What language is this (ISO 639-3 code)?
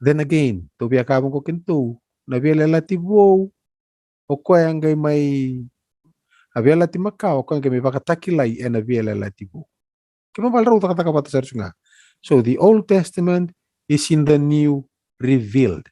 fij